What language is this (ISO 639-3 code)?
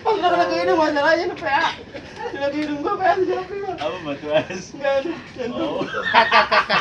bew